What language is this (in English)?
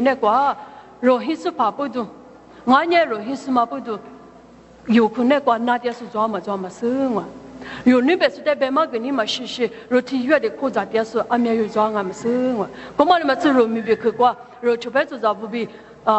Lisu